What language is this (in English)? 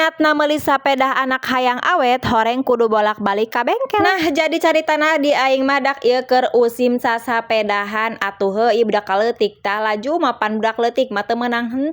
Sundanese